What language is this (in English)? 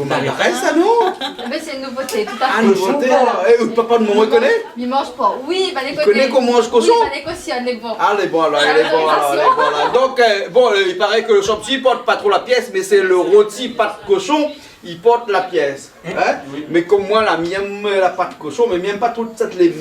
Réunion Creole French